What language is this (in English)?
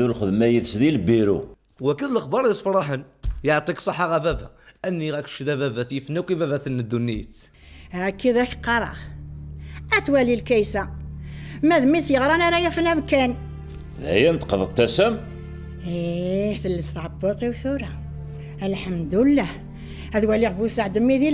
Kabyle